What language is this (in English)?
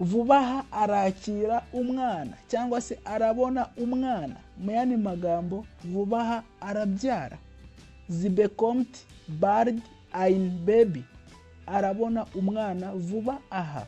Kinyarwanda